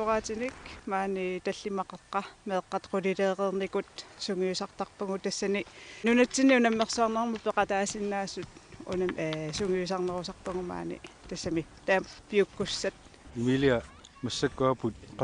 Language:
Kalaallisut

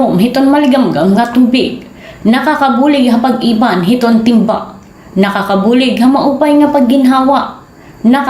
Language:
Waray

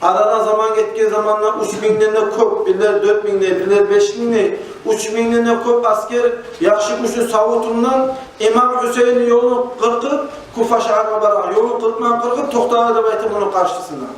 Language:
Kumyk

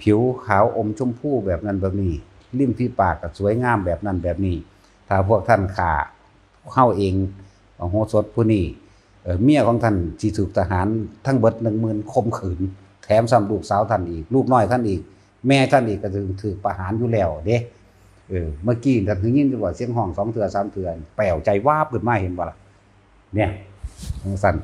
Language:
Northeastern Thai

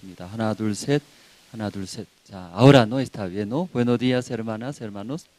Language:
South Bolivian Quechua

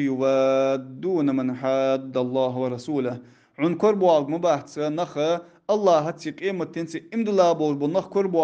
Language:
Ingush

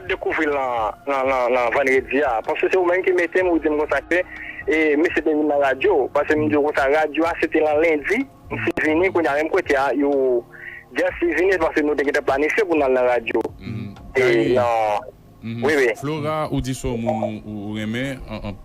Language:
Haitian Creole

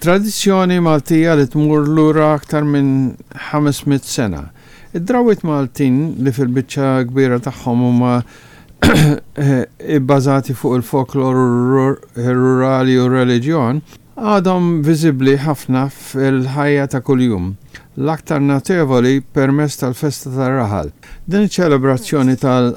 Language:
Maltese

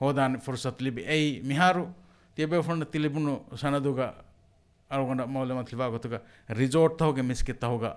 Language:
Divehi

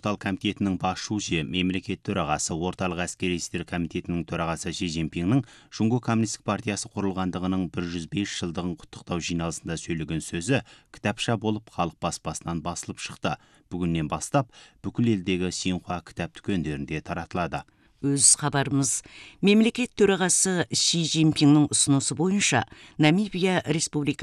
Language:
Kazakh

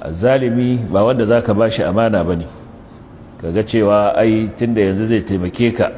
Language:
Hausa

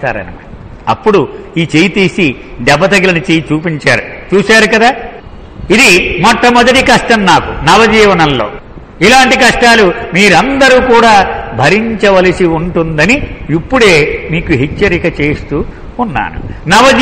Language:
Telugu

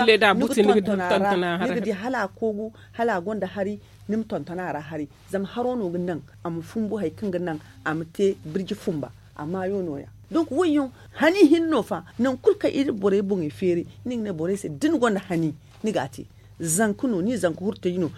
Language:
Zarma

